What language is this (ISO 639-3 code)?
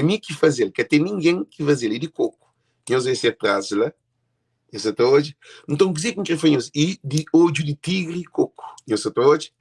kea